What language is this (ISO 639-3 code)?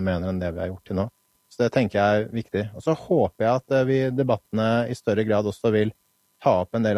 nor